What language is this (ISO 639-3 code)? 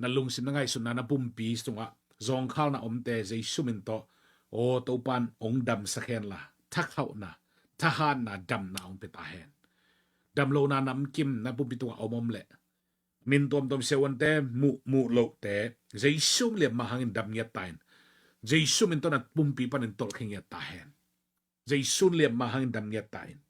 ctd